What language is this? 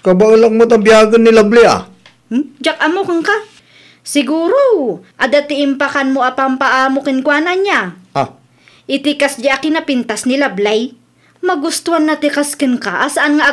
Iloko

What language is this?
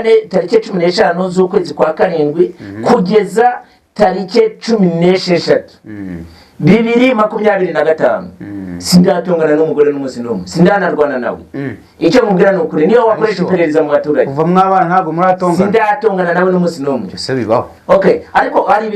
Kinyarwanda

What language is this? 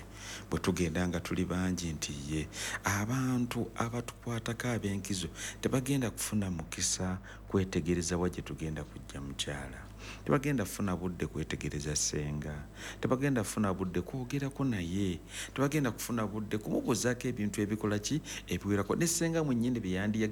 Ganda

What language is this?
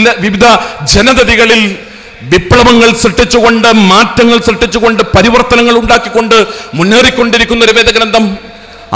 Malayalam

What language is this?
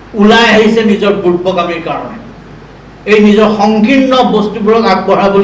Assamese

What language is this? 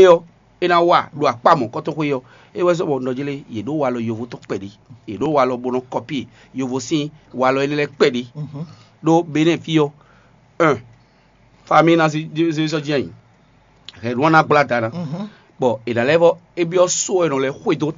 Fon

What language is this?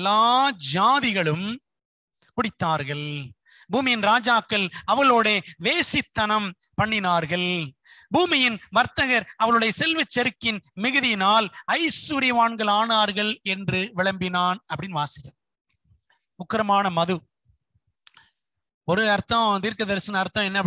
Tamil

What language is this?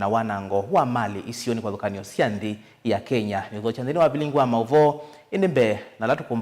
Kamba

